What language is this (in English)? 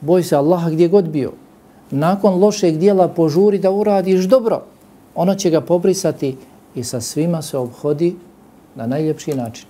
Bosnian